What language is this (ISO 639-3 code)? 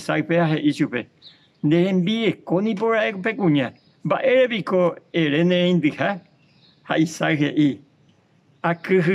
grn